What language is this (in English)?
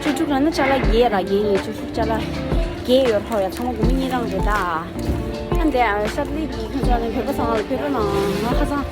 Tibetan